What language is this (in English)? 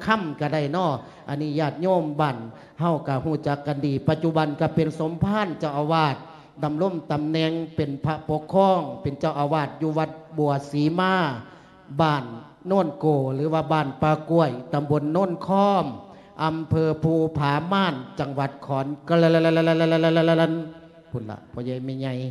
Lao